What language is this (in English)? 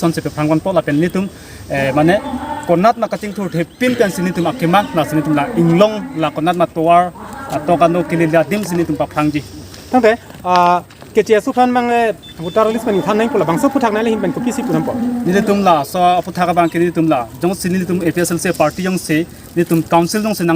Karbi